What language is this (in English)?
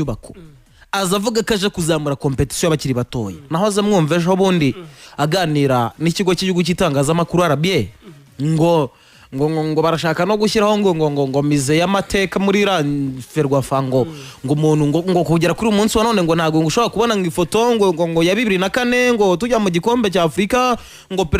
Kinyarwanda